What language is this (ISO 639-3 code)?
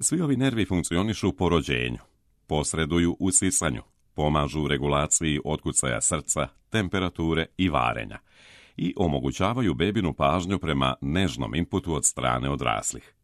srp